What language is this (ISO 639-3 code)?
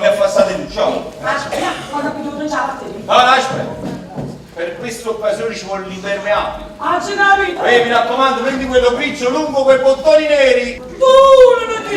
nap